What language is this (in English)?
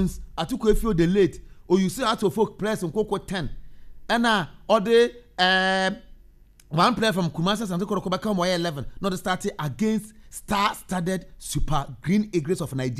Akan